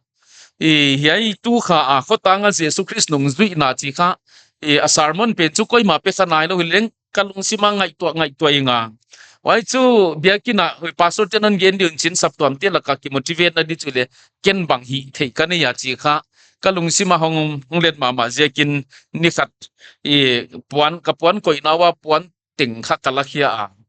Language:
Paite Chin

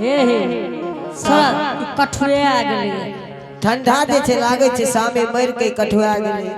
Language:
Angika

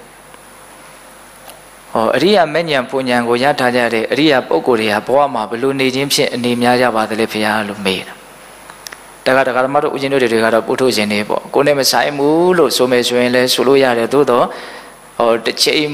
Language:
Burmese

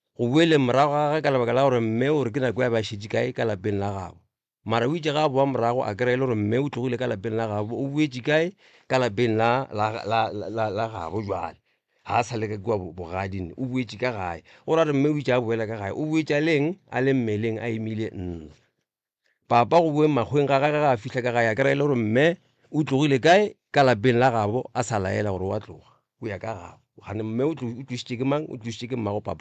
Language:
Northern Sotho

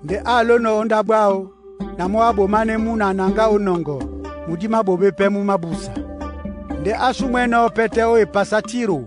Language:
Duala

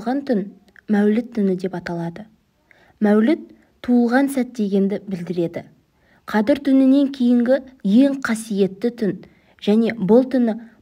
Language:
Kazakh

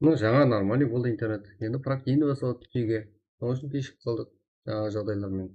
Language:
Kara-Kalpak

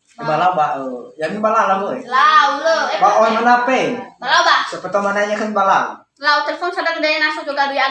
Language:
Nias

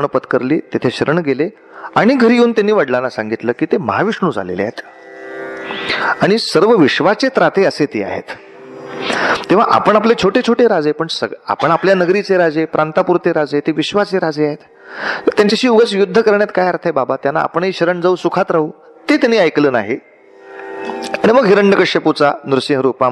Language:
Marathi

